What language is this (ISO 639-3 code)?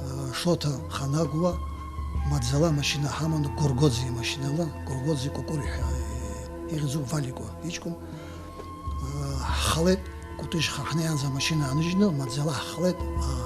abk